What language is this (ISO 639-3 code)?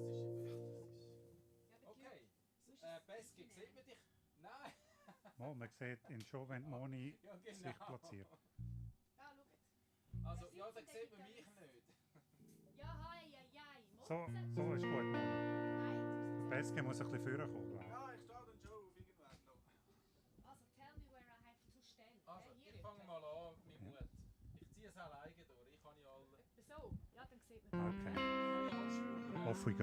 gsw